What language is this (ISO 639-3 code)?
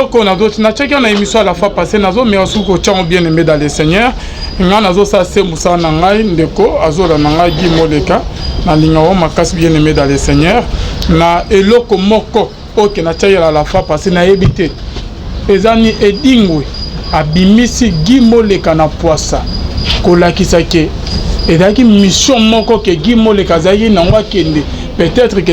lin